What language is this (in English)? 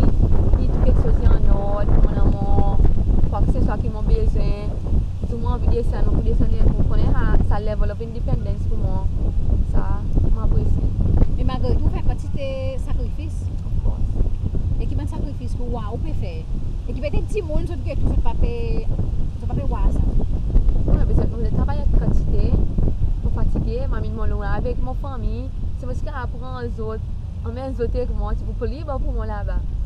Seselwa Creole French